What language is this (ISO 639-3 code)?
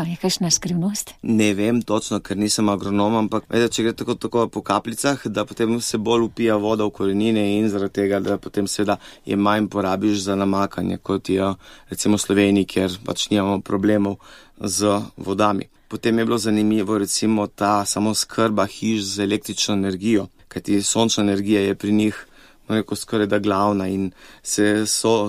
slv